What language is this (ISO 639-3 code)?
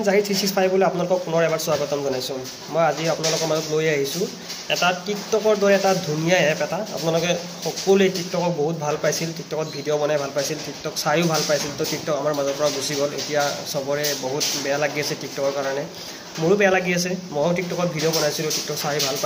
asm